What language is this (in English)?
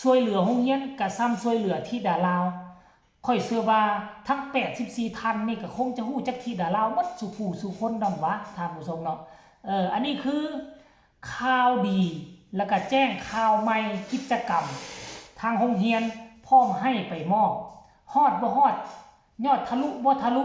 Lao